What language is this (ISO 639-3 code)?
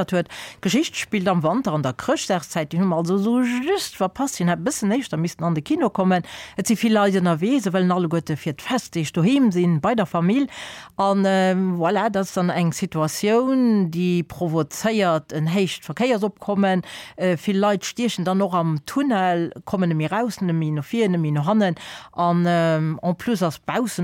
ltz